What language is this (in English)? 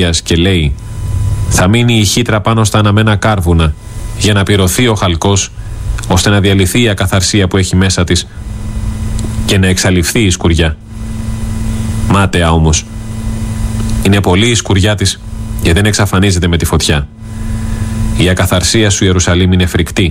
Greek